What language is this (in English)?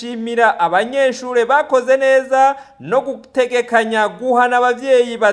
Rundi